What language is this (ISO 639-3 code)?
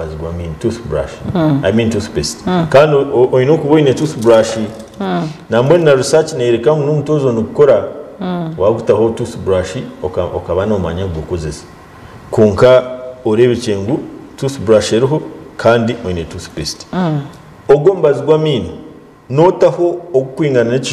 nyn